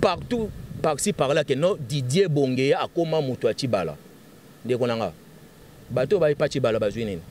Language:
Lingala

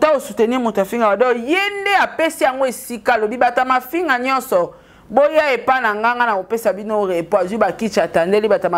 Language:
Lingala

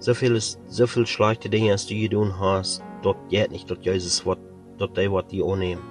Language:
Plautdietsch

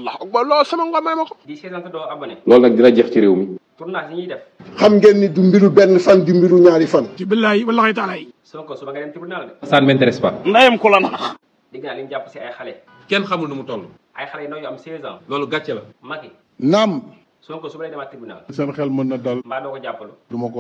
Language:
Wolof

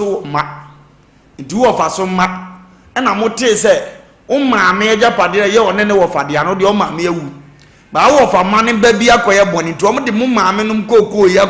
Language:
Akan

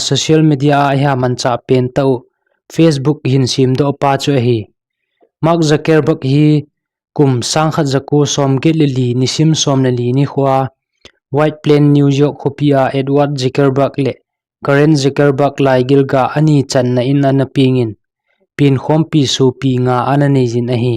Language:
Thado Chin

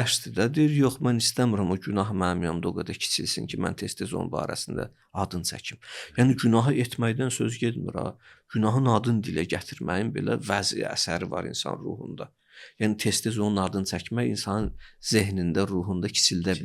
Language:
Azerbaijani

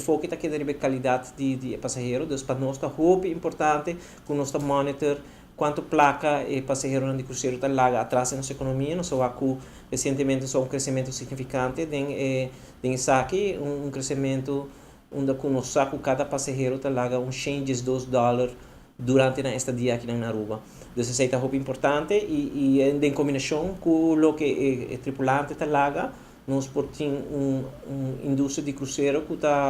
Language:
Papiamento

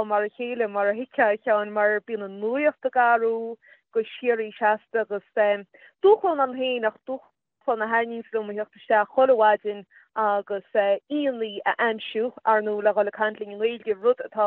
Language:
Irish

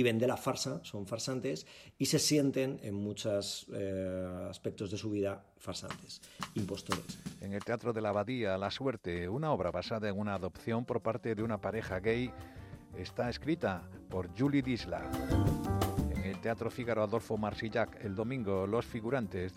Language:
Spanish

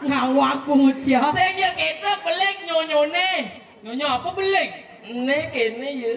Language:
Balinese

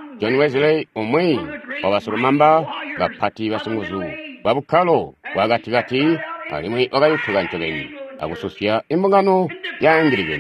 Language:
Tonga (Zambia)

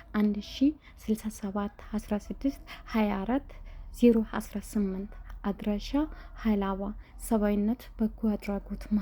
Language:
Amharic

